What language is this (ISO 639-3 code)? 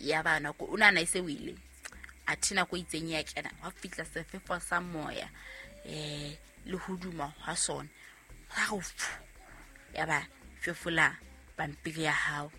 sot